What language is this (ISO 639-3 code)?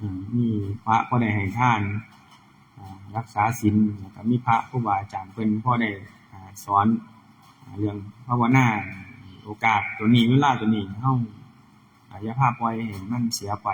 tts